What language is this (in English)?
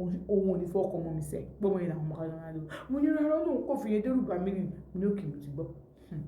Yoruba